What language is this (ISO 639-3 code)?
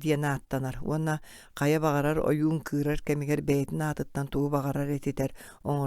sah